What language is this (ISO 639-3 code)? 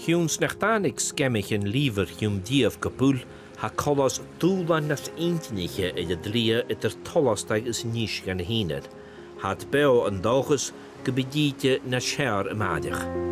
gla